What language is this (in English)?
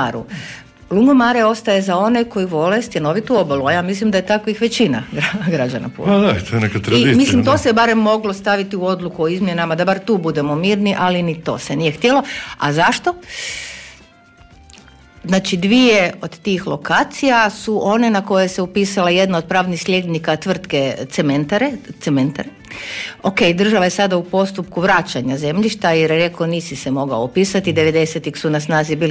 Croatian